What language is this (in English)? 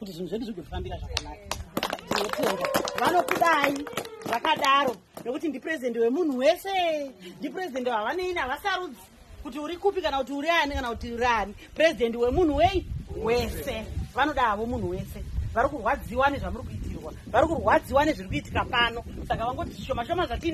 Shona